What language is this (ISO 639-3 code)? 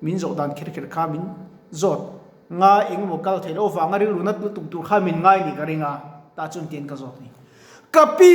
lus